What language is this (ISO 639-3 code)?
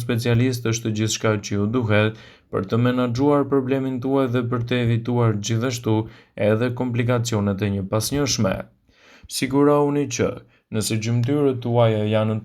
sqi